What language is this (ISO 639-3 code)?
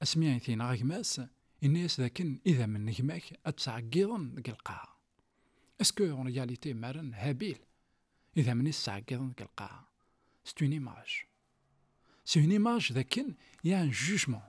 kab